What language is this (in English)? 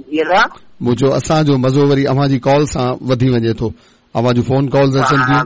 Sindhi